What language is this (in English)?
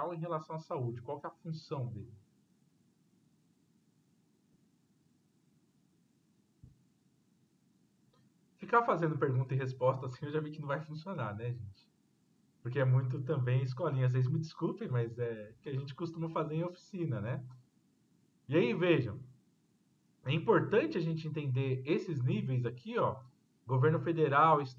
Portuguese